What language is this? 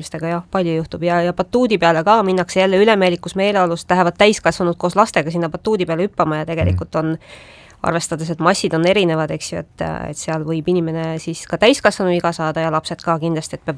Estonian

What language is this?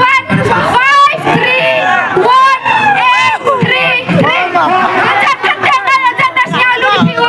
Khasi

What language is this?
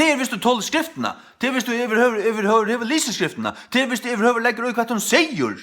Faroese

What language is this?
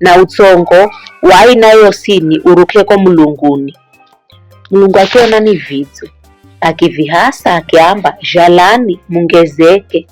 Giryama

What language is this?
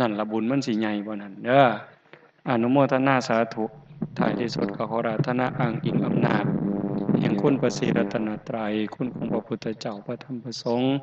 Northeastern Thai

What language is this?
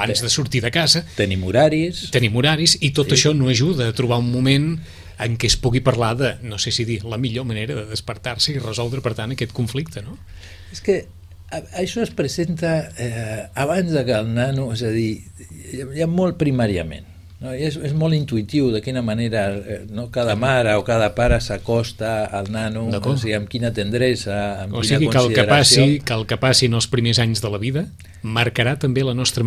Catalan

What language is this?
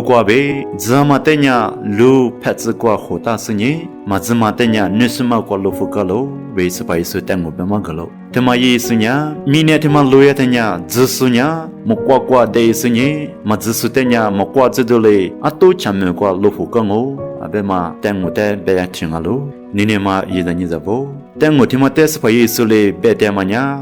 Lisu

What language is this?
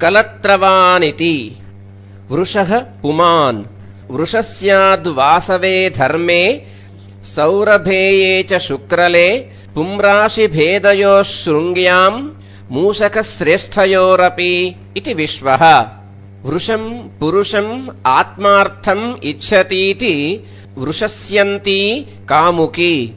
Sanskrit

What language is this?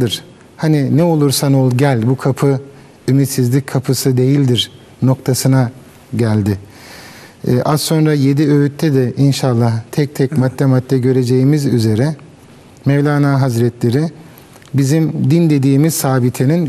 Turkish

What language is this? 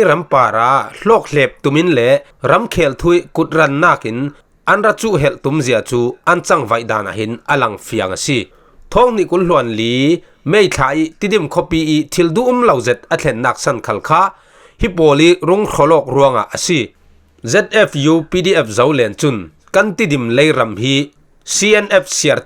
Falam Chin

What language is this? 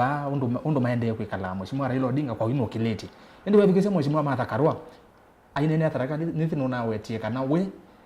Kamba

